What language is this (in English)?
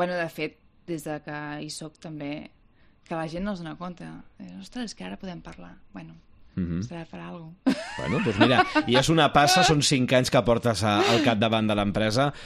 Catalan